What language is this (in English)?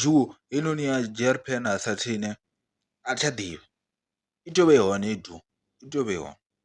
Venda